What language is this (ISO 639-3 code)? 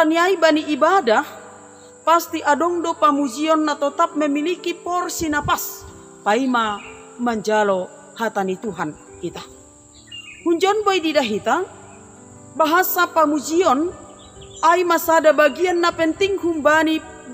bts